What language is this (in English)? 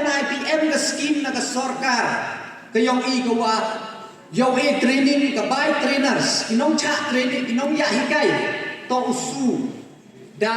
Pnar